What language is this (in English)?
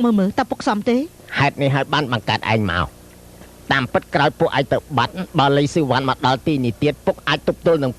Khmer